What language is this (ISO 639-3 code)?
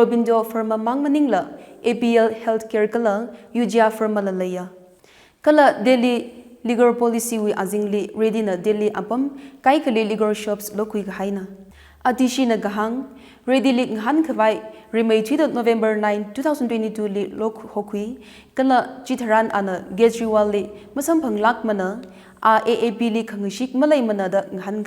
nmf